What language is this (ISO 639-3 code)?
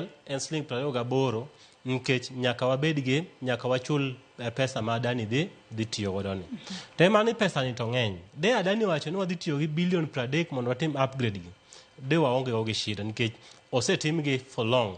luo